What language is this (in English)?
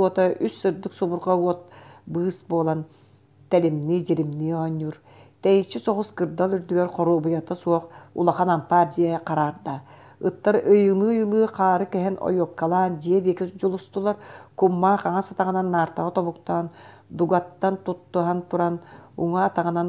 Yakut